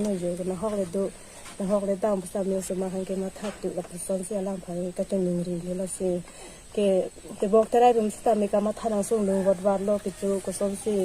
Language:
Karbi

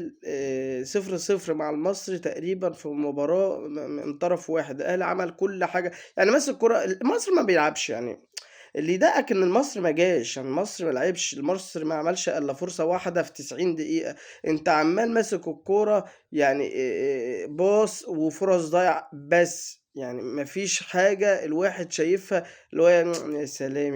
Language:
Egyptian Arabic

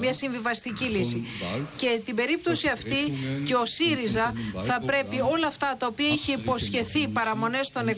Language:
Greek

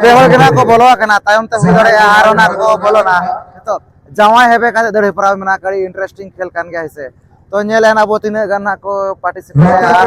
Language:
Santali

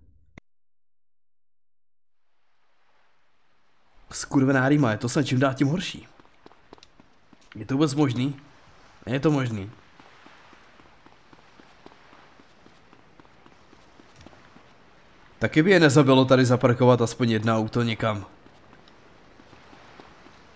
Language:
Czech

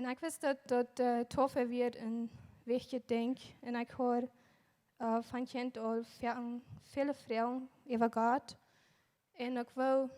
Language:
Plautdietsch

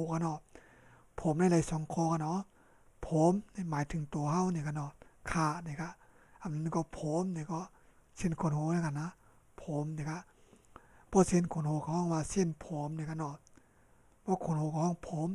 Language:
Shan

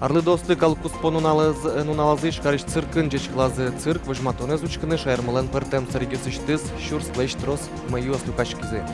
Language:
Udmurt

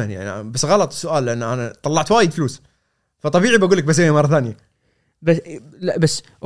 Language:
Gulf Arabic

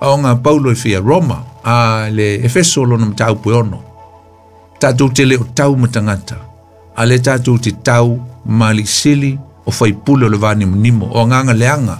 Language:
Samoan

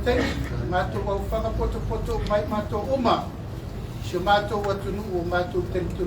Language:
Samoan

